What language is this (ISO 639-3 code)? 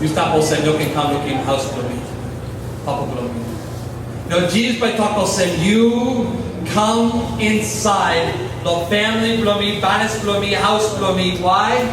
tpi